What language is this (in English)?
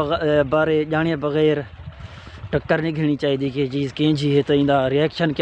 Saraiki